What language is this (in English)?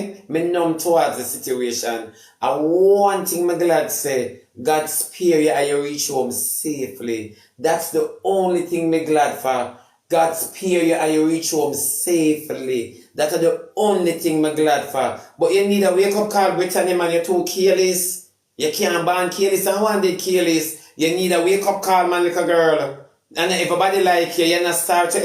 Jamaican Creole English